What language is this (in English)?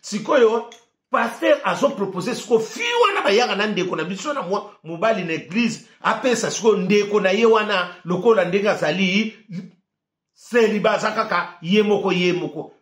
Lingala